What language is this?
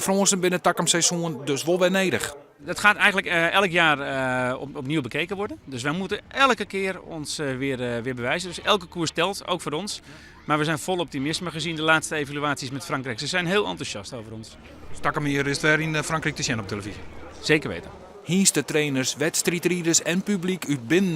Western Frisian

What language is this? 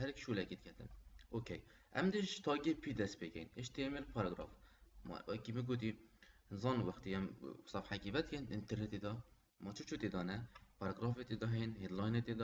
Kurdish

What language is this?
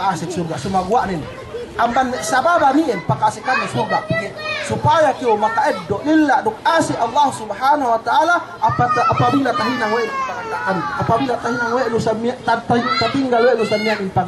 Yakan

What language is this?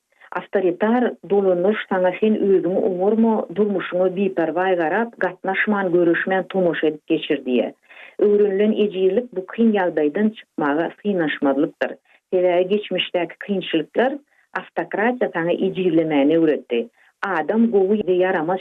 Turkmen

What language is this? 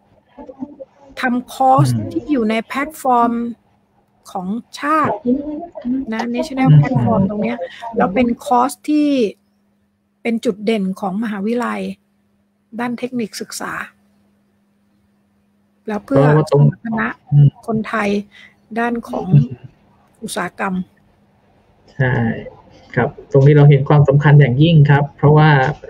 Thai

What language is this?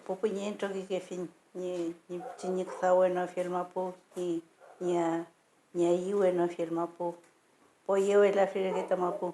Mapuche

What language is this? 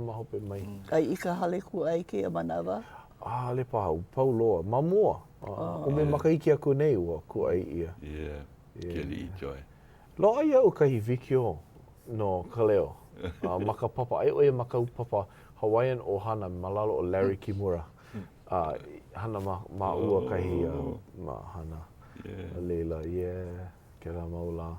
Hawaiian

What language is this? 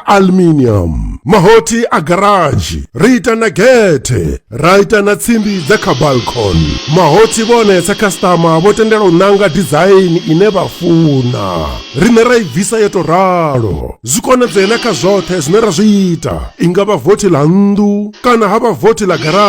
Venda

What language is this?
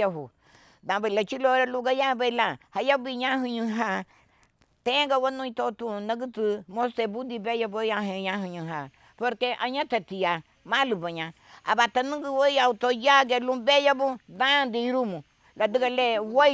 Garifuna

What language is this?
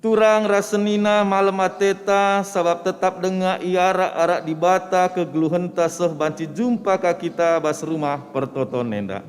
Batak Karo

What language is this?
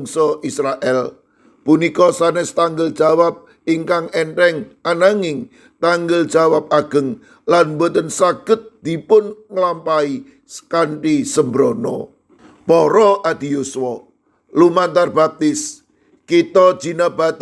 Javanese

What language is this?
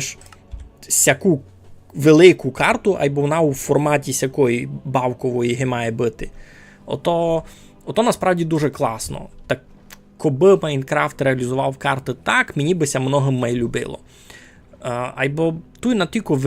Rusyn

